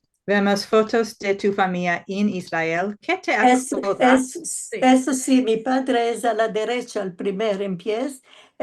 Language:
Ladino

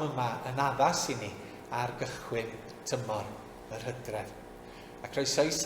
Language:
Welsh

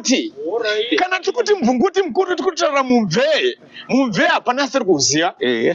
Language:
Shona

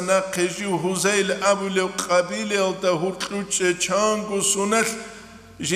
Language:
Avaric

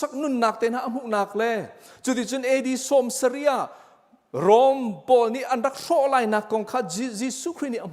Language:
Hakha Chin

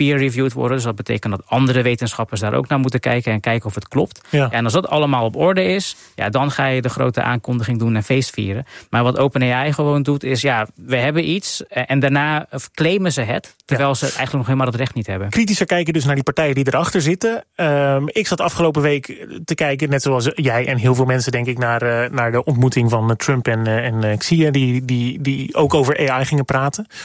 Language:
Dutch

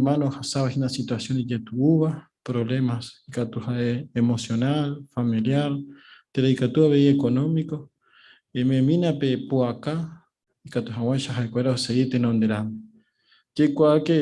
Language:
Guarani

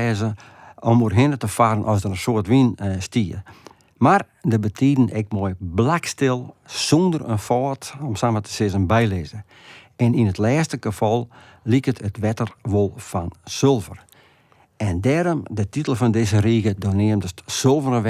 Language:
Western Frisian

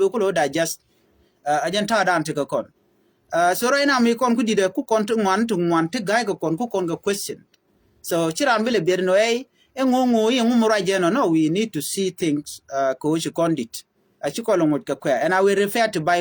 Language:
Nuer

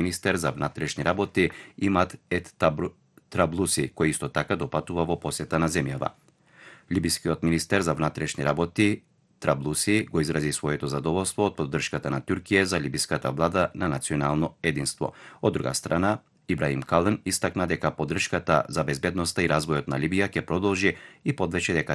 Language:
Macedonian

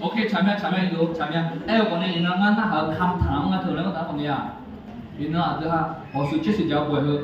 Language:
Akha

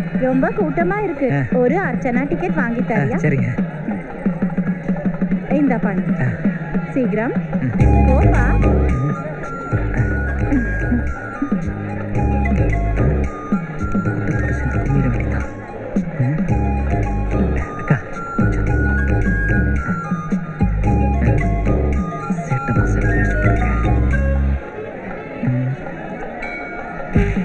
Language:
Tamil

